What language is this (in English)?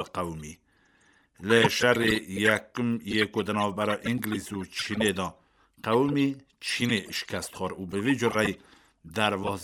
Kurdish